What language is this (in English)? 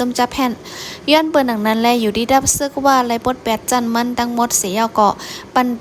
Shan